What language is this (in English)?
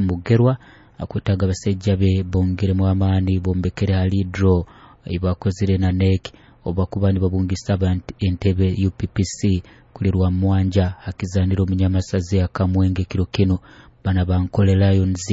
Nyoro